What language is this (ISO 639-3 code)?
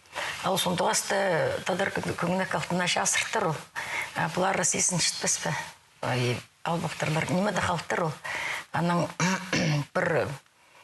kjh